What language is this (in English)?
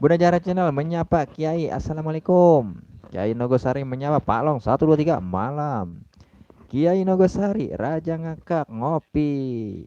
Betawi